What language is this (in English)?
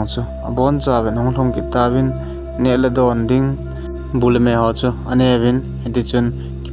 Thado Chin